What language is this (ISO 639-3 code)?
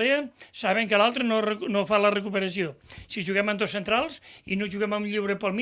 cat